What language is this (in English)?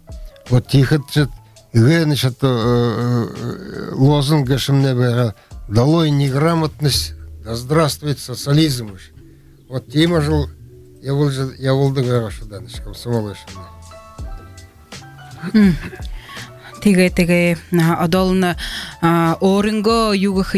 Buriat